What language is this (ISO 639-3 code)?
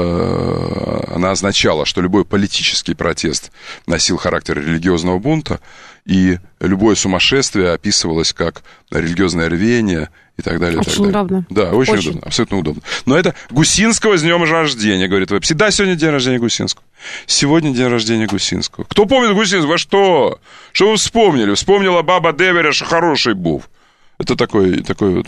rus